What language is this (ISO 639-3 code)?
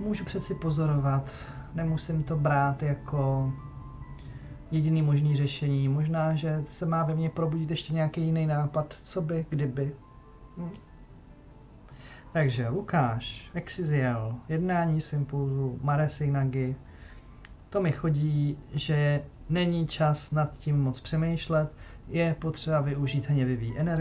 ces